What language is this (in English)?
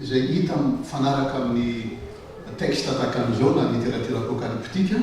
Malagasy